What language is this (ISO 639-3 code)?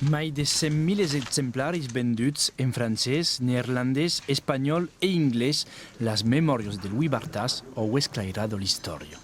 oci